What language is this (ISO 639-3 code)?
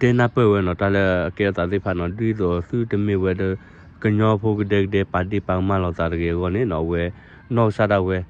ksw